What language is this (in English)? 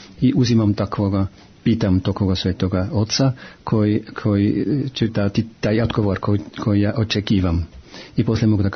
Serbian